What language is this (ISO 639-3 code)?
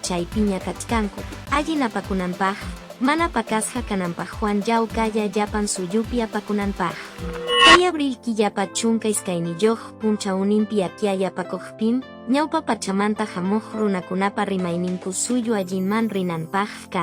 que